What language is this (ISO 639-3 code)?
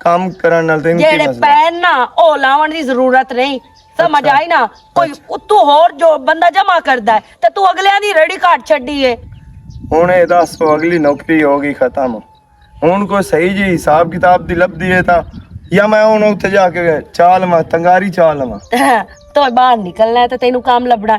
lah